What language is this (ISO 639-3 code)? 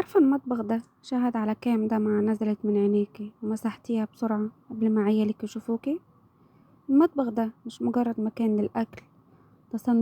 arz